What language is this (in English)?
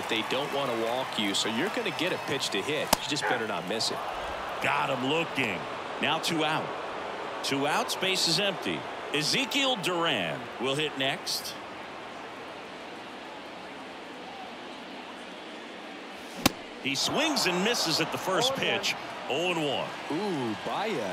English